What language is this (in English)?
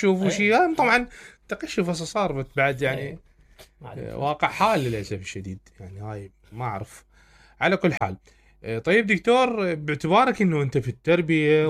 Mesopotamian Arabic